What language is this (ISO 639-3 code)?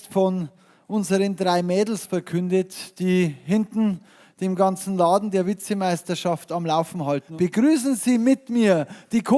bar